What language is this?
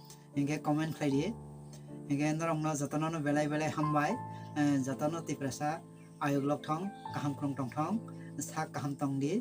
Kok Borok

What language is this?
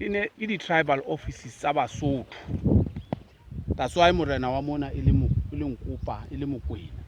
Southern Sotho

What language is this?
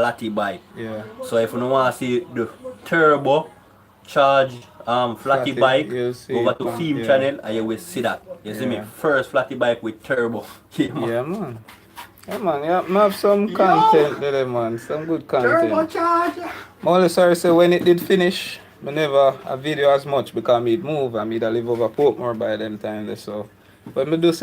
Jamaican Creole English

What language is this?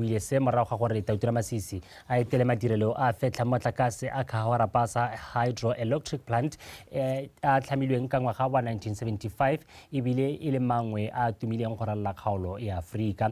Tswana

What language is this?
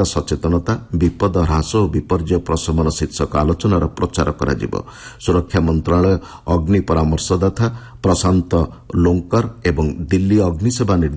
Odia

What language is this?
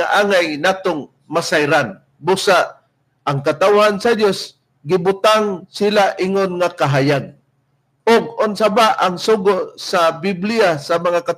Cebuano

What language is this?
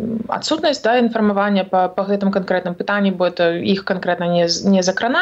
Belarusian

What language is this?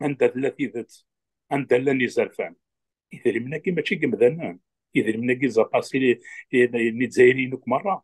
Kabyle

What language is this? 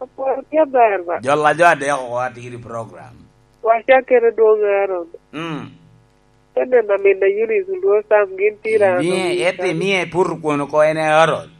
Lango (Uganda)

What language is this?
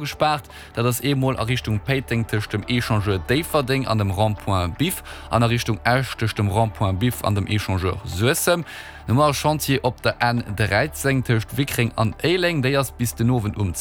Luxembourgish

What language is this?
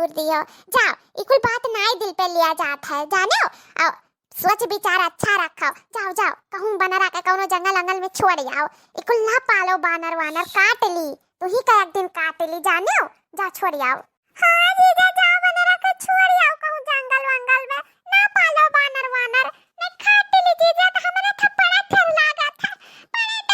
Awadhi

